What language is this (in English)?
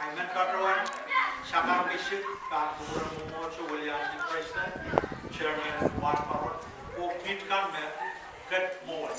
Pohnpeian